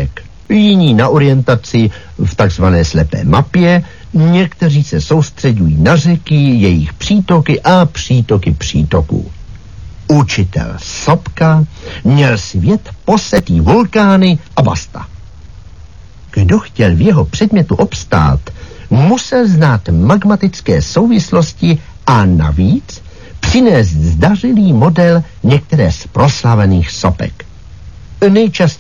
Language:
Czech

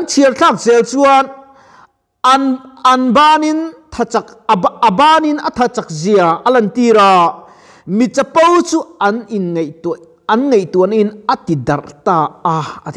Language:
Mizo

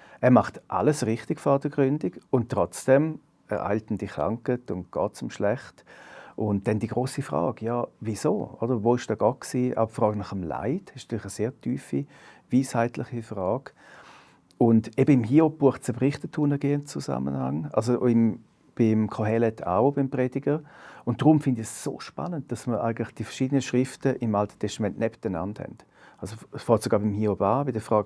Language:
Swiss German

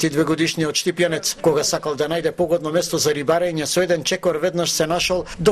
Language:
Macedonian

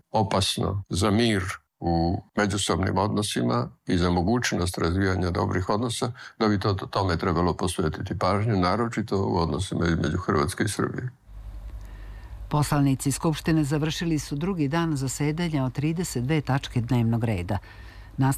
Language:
Serbian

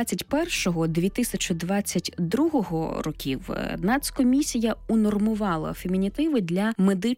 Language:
Ukrainian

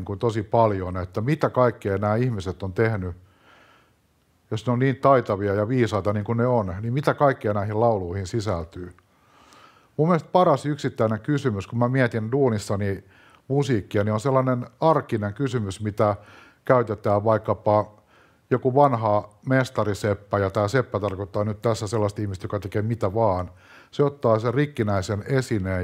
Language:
Finnish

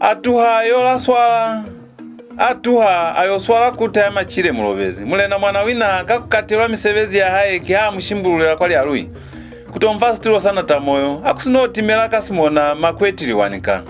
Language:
Lozi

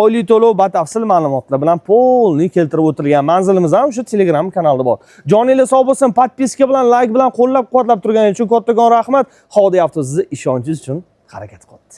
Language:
Uzbek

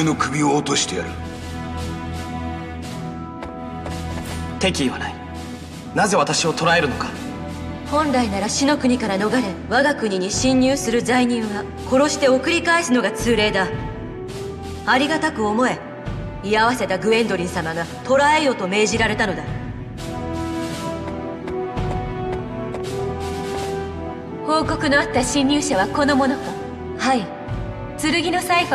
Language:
Japanese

